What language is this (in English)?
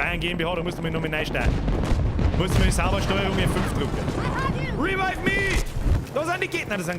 Bavarian